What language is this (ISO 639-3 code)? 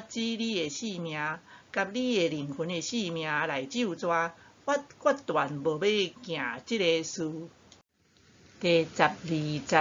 nan